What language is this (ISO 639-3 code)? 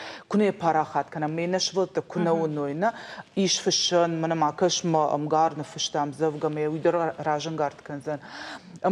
oss